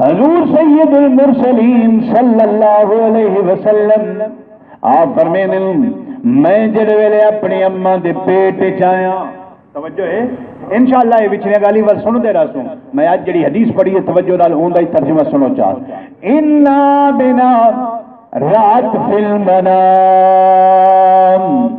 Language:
Saraiki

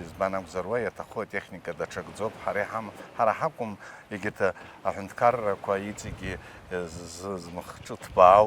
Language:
Abkhazian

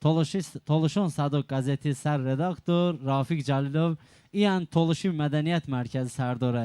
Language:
Talysh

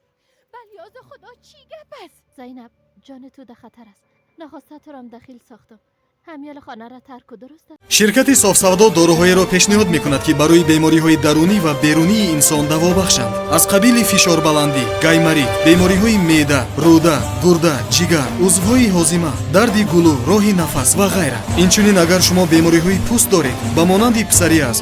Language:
Persian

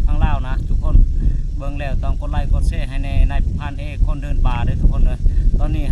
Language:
Lao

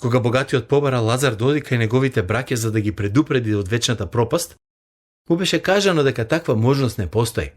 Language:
Macedonian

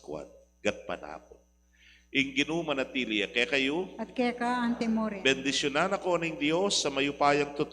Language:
Pampanga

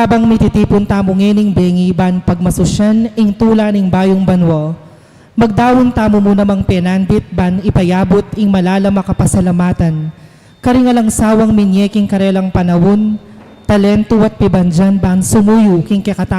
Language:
Pampanga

